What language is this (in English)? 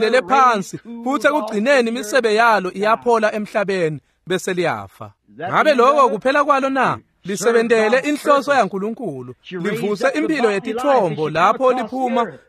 Swati